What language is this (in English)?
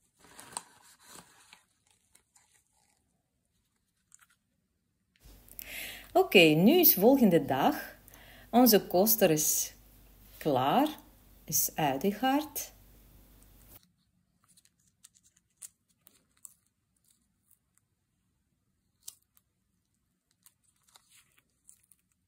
Dutch